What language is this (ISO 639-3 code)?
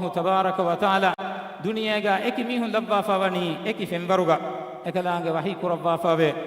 div